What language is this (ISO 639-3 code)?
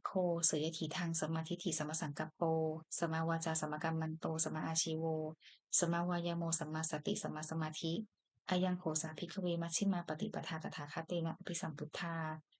pli